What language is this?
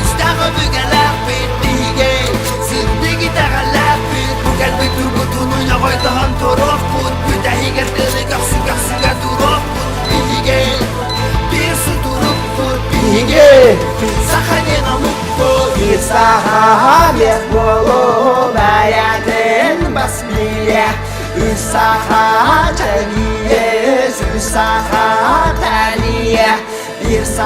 Yakut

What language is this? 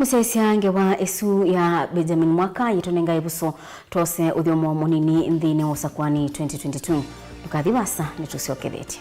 Kamba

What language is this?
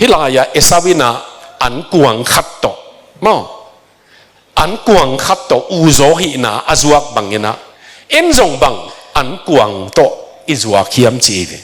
Tedim Chin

